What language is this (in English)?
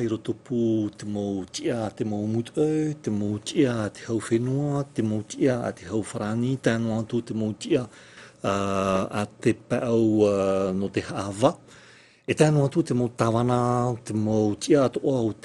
Tahitian